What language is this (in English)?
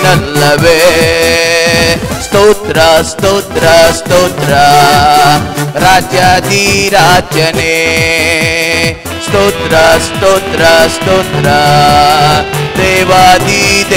Kannada